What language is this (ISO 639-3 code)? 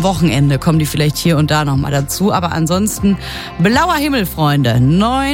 deu